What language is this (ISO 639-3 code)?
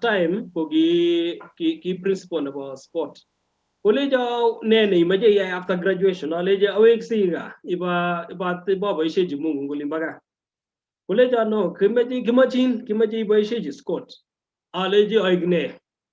kln